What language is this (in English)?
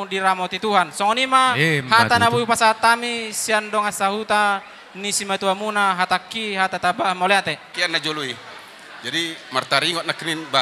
Batak Toba